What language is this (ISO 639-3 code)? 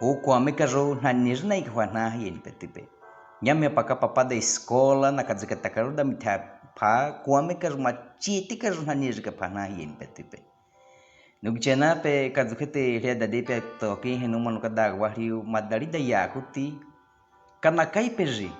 bwi